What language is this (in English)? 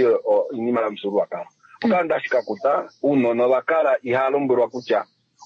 Kuanyama